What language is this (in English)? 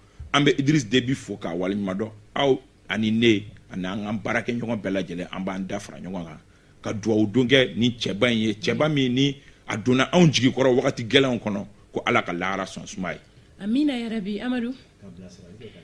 Bambara